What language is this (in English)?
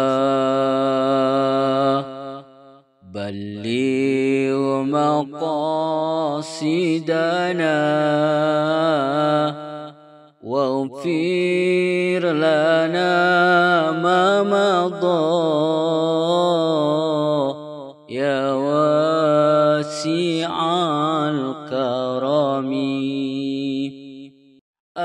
Arabic